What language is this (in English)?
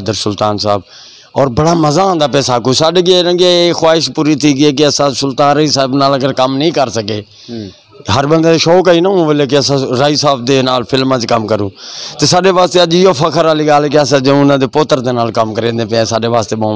Saraiki